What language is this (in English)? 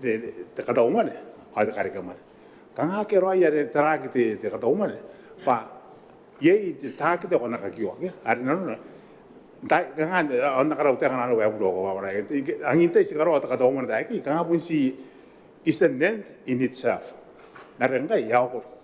Gilbertese